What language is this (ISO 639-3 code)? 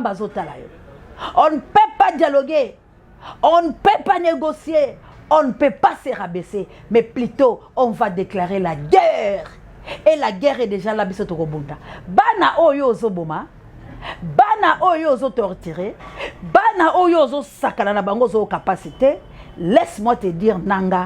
lin